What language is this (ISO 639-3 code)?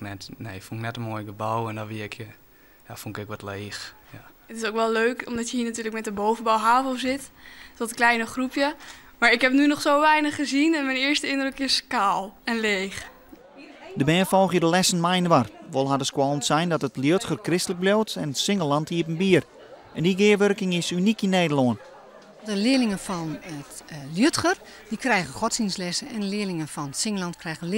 fry